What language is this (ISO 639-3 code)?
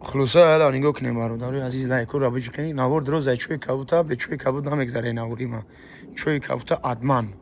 tgk